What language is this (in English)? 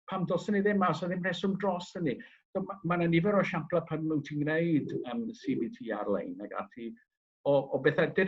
Welsh